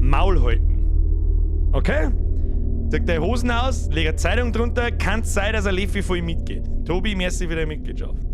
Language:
Bavarian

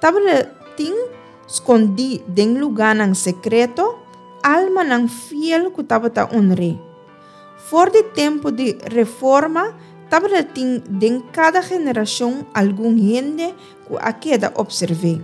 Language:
Papiamento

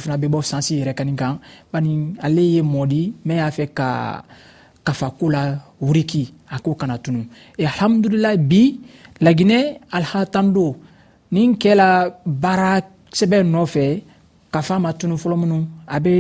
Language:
Dyula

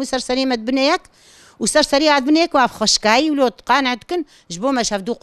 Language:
Kurdish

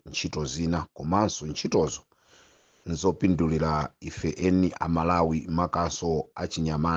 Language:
Nyanja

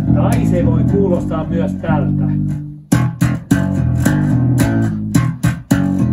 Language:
Finnish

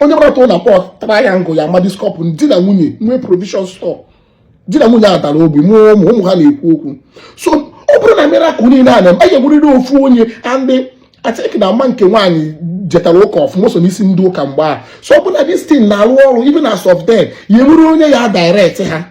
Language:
Igbo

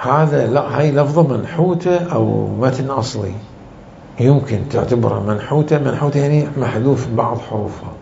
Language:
Mesopotamian Arabic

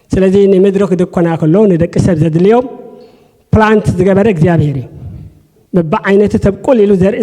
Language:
Tigrinya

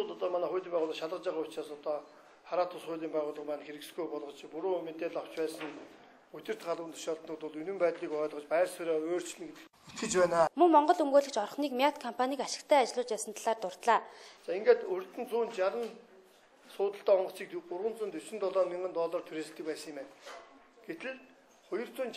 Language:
Mongolian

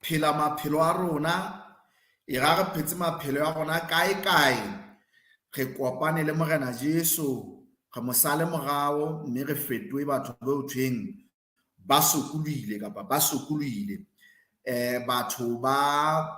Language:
Southern Sotho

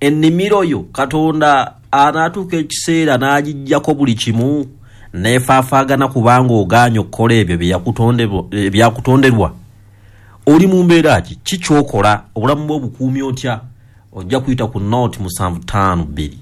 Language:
Ganda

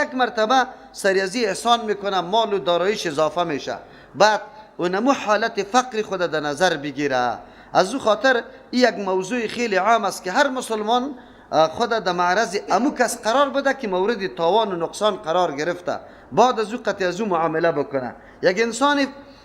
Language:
Persian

